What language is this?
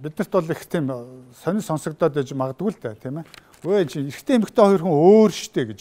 Mongolian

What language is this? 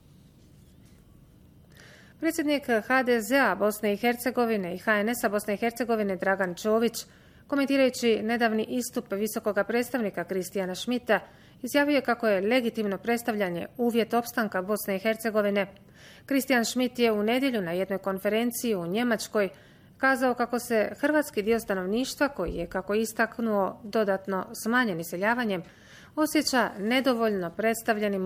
Bosnian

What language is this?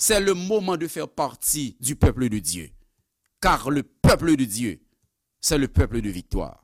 Haitian Creole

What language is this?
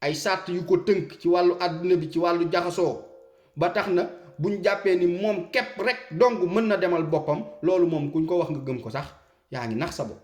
Wolof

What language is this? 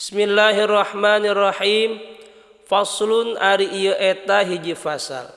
Sundanese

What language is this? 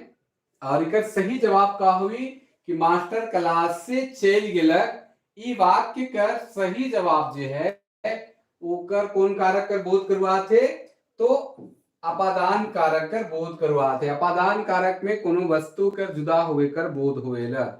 Sadri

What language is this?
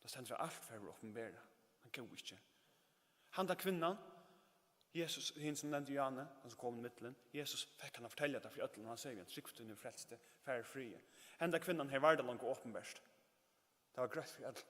Faroese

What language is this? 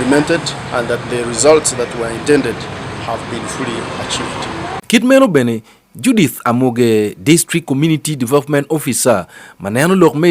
Acoli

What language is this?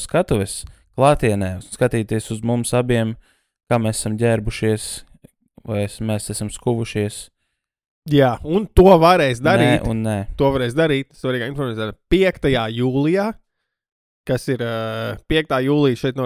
Latvian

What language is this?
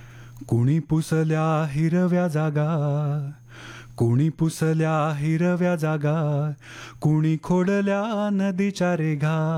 Marathi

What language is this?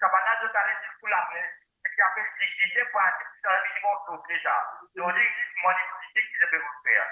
Morisyen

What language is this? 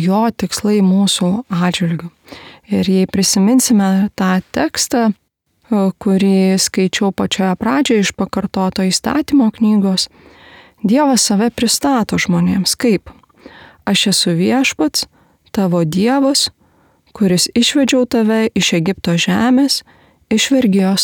Lithuanian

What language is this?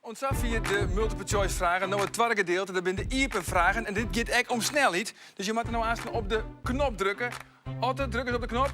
Western Frisian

